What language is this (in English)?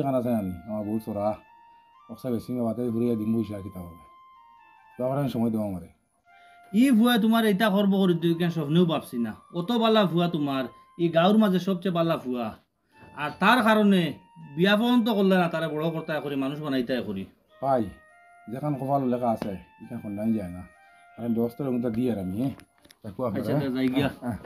Sylheti